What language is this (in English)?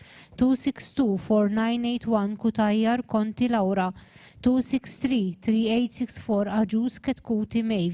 English